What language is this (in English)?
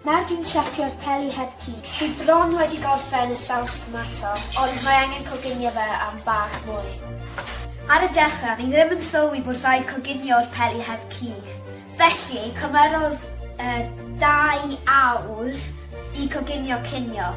Welsh